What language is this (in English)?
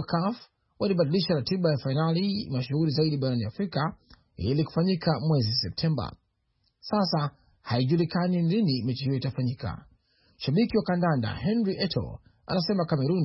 Swahili